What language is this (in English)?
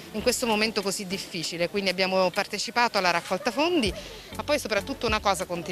Italian